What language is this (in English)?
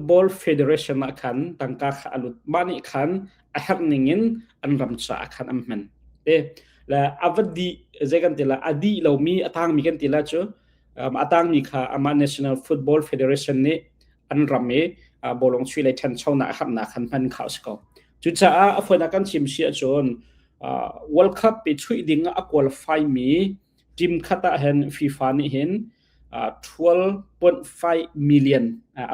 Hakha Chin